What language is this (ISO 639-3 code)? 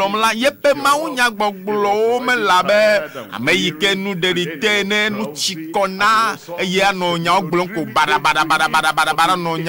ewe